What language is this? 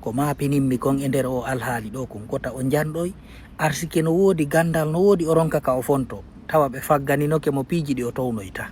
Fula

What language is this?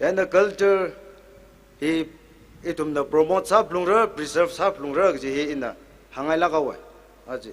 Tangkhul Naga (India)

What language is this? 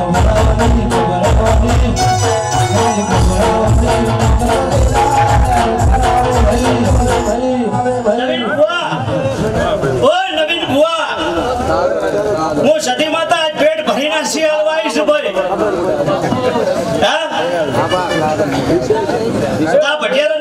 Gujarati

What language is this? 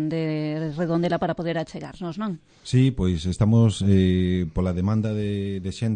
Galician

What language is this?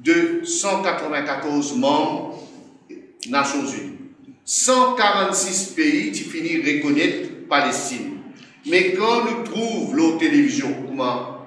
Morisyen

